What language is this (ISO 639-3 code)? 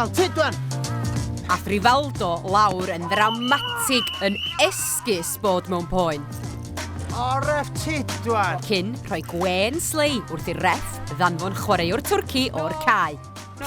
cym